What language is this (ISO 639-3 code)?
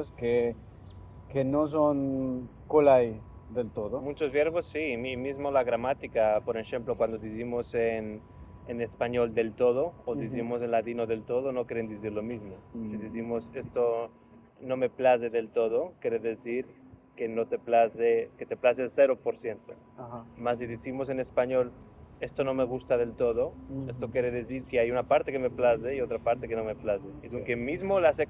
lad